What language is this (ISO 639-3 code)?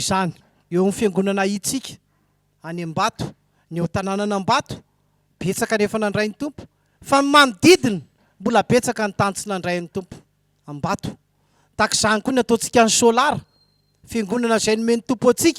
mlg